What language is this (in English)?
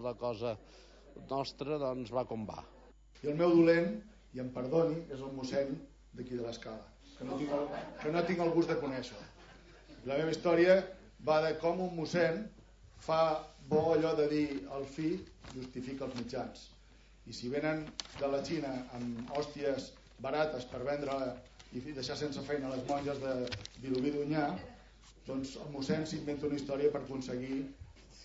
Catalan